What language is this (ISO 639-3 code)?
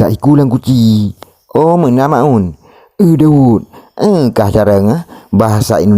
ace